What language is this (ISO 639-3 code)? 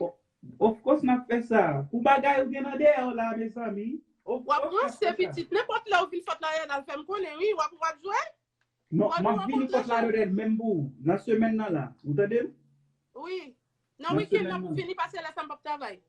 hat